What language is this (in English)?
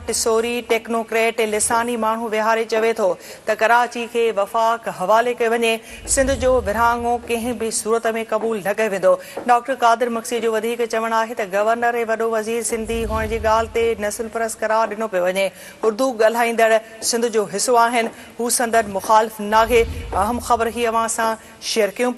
Sindhi